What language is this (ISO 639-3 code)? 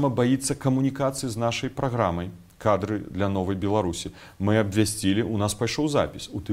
bel